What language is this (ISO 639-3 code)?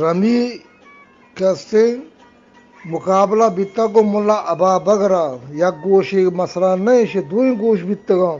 bgp